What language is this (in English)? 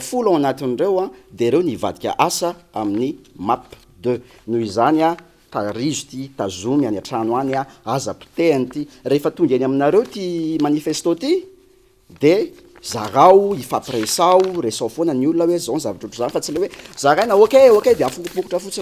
Malagasy